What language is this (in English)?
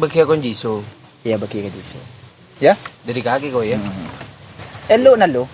Madurese